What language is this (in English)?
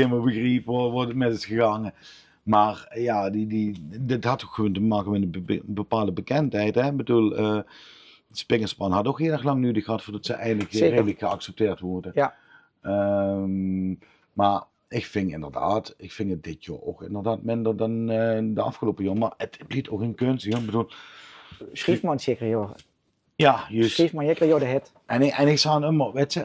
Limburgish